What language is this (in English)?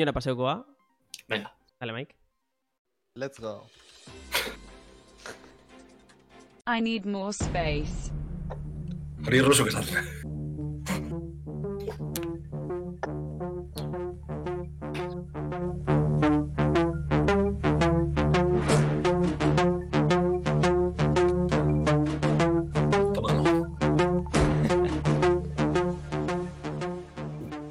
Basque